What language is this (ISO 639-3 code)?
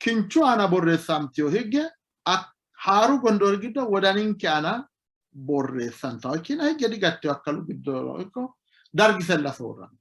sid